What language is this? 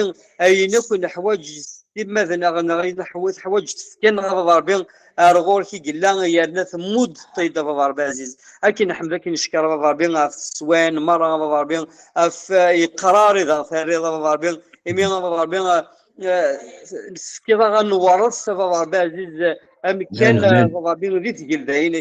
Kabyle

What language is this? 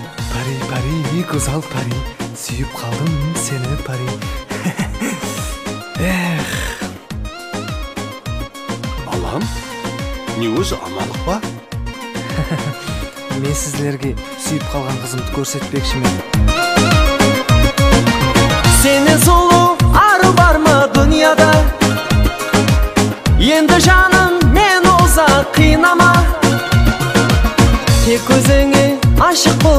Kazakh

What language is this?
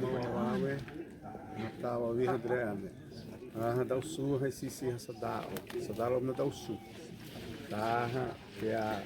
Xavánte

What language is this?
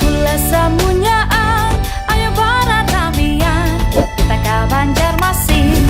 Banjar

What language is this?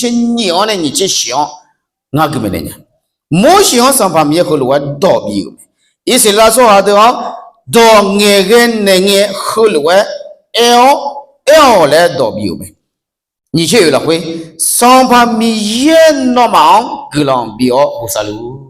Akha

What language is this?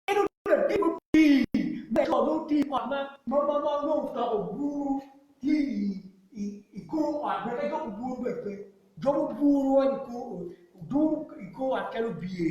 Acoli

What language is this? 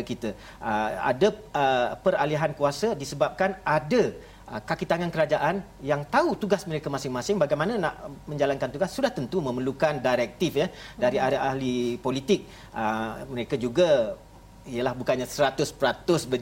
Malay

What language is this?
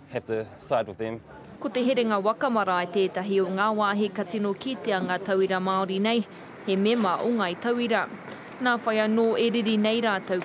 Māori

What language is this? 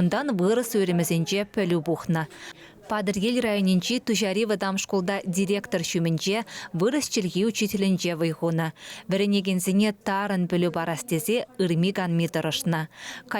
Chuvash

